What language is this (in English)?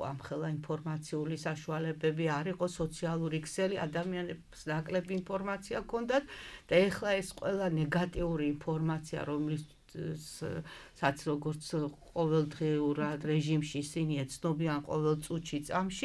Georgian